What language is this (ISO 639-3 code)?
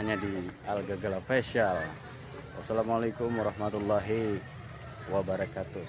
bjn